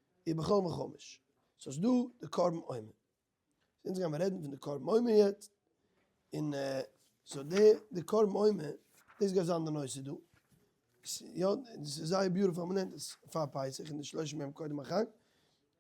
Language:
Yiddish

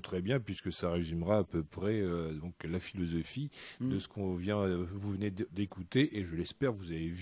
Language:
French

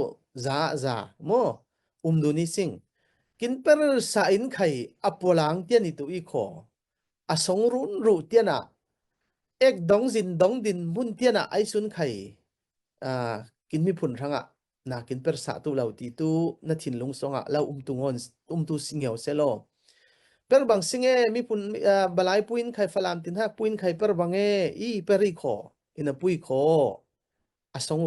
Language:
Falam Chin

